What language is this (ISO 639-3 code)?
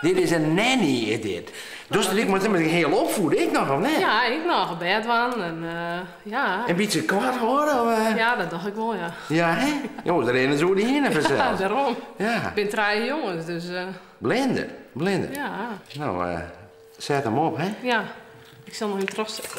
fry